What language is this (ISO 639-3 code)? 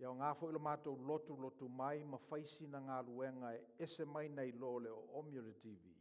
smo